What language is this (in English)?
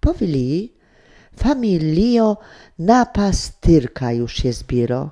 Silesian